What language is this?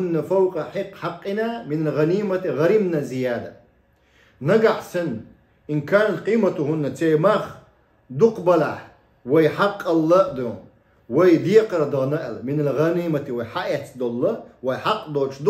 Chechen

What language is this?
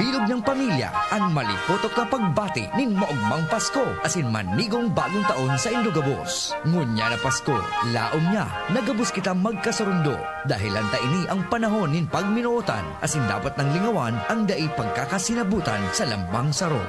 Bikol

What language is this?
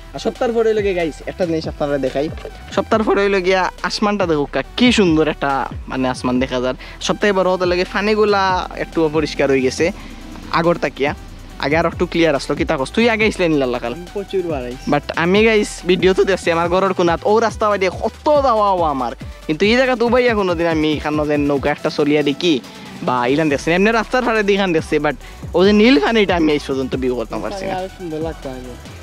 Sylheti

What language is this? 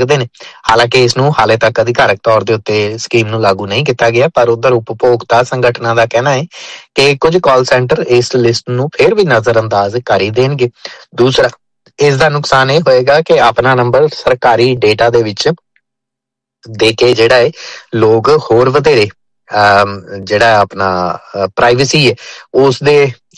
Punjabi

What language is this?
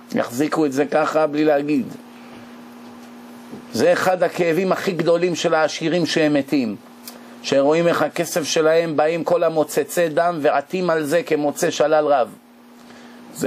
Hebrew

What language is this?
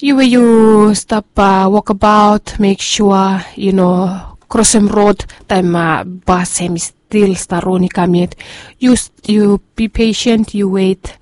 Bislama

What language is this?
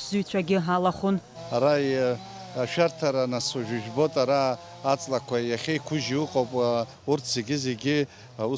Abkhazian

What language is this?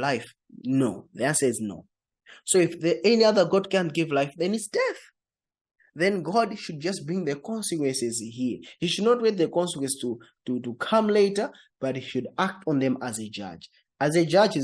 English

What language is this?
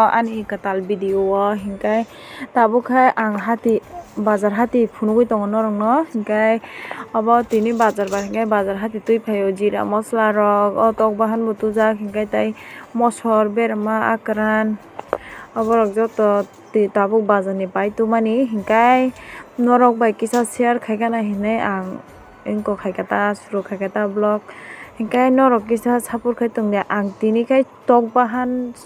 Kok Borok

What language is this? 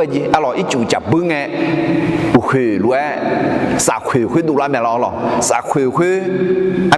Akha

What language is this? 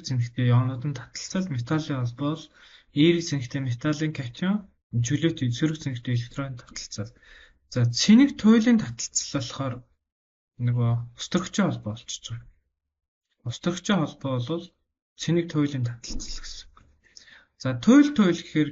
Mongolian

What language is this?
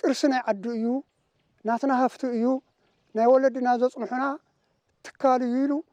Tigrinya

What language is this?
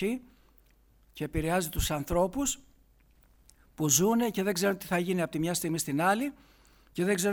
Greek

